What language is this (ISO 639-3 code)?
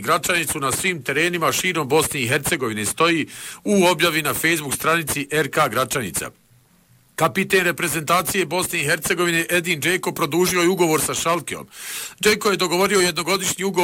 bos